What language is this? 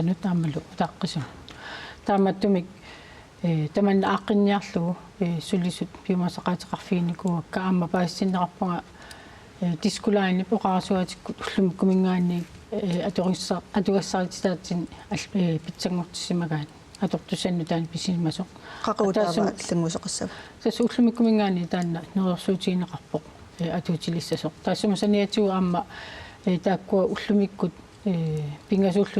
Kalaallisut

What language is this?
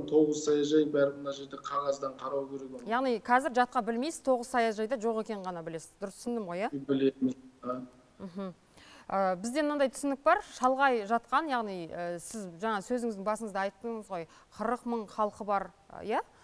Kazakh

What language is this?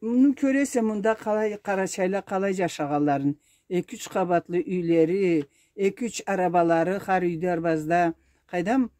Karachay-Balkar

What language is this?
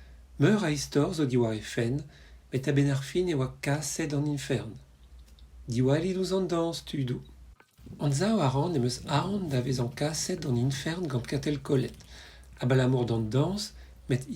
Breton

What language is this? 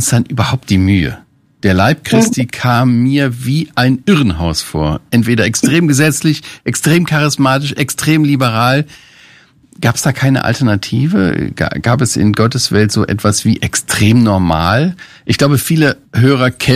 German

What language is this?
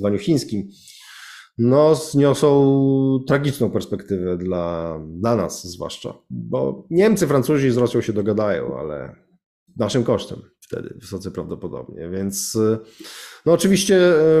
Polish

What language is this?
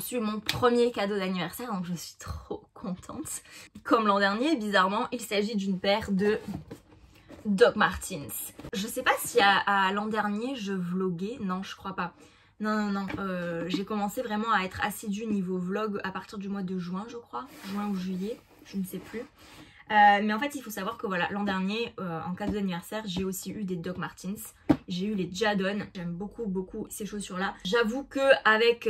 French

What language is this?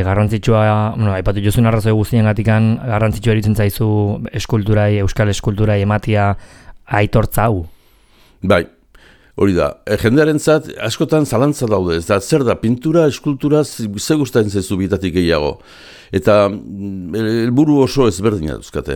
Basque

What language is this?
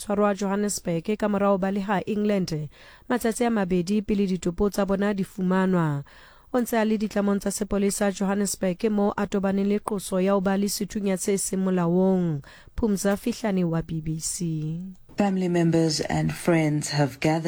Southern Sotho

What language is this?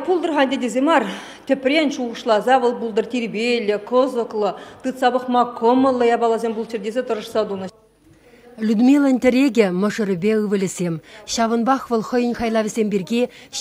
Chuvash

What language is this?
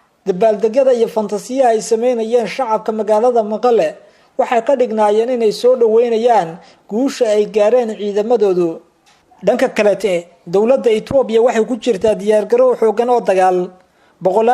Somali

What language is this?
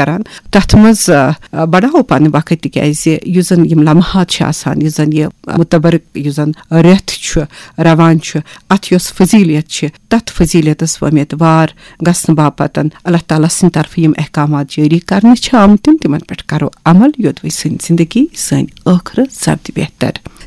Kashmiri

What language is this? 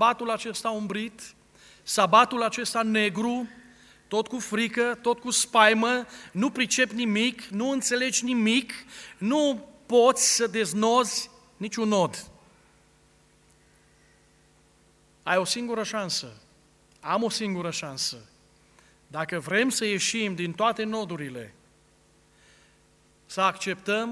Romanian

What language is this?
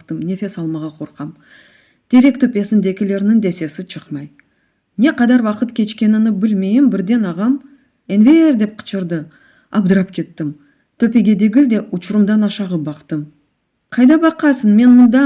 Crimean Tatar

